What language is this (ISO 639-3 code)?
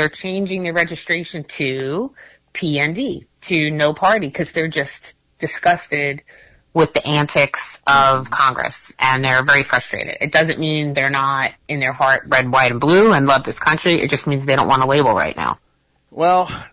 eng